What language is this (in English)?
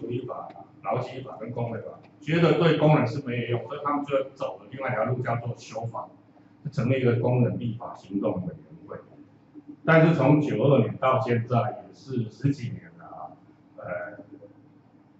Chinese